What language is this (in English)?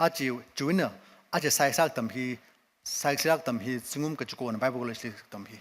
Tangkhul Naga (India)